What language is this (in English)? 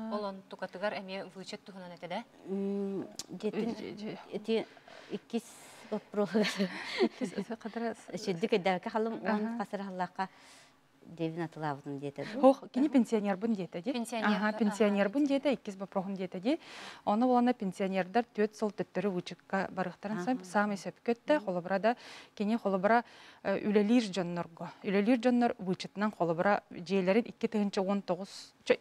Yakut